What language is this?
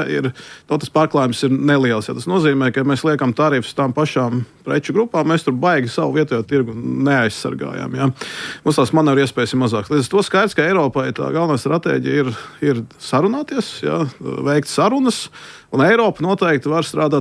Latvian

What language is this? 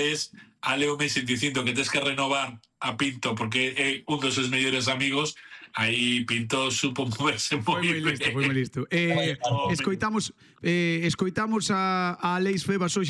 Galician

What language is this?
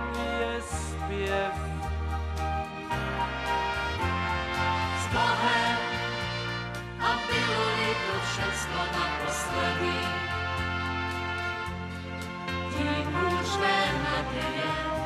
Czech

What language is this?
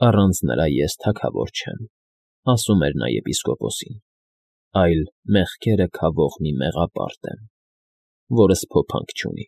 Armenian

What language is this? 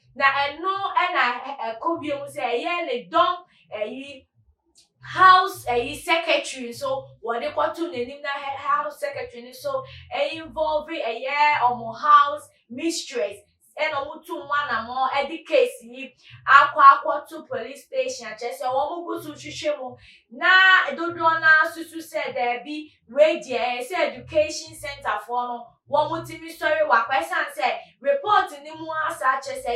Akan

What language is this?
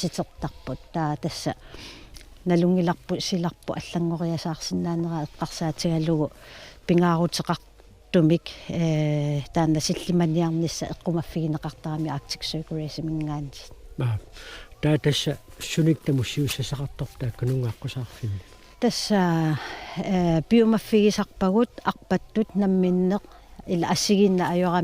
Kalaallisut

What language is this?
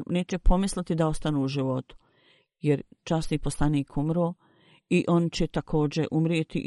Bosnian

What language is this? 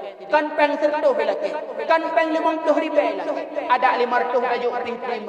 Achinese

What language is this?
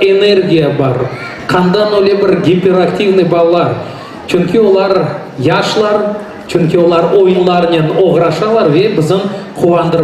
Crimean Tatar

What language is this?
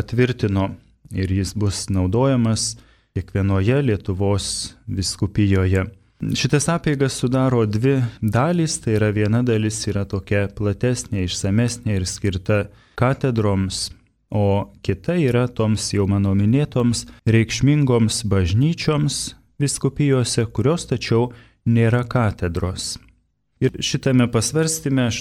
Lithuanian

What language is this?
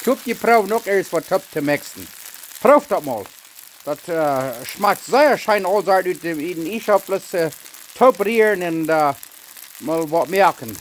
Plautdietsch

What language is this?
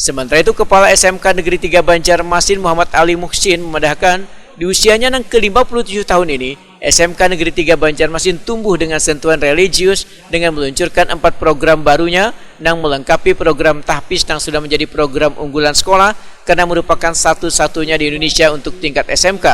Banjar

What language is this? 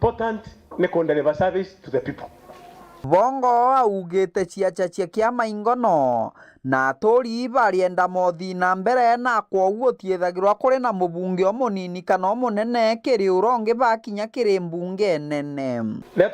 Meru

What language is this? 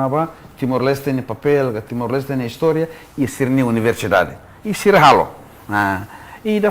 Tetum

